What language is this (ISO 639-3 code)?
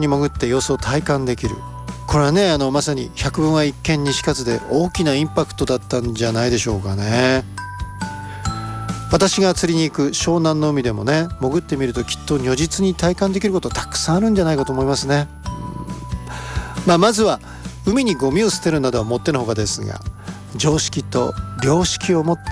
jpn